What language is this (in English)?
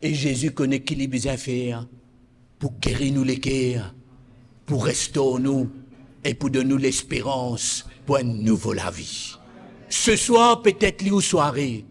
Morisyen